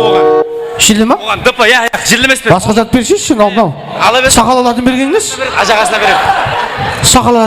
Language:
Kara-Kalpak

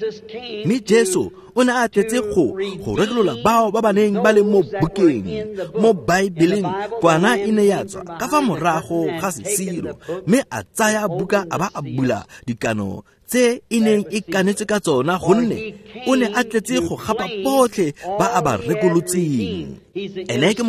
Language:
Tswana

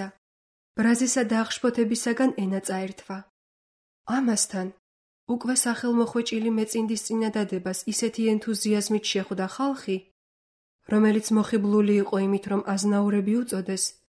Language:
Georgian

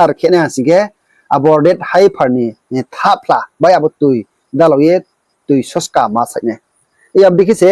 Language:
Riang (India)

